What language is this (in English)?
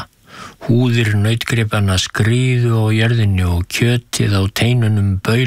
Icelandic